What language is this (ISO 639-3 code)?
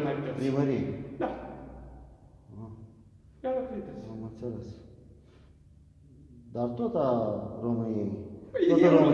ron